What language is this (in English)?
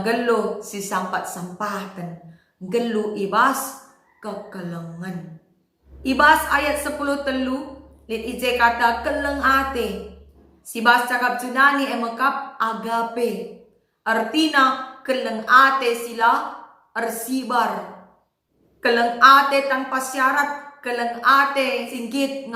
Batak Karo